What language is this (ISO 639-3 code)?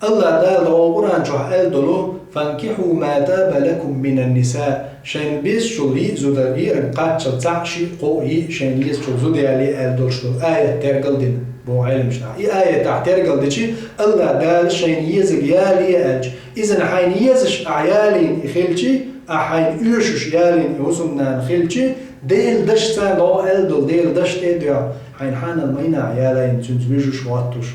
che